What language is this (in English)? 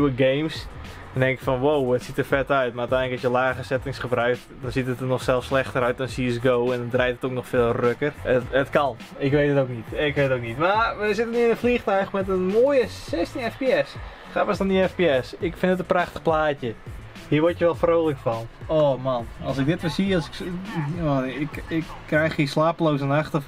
Dutch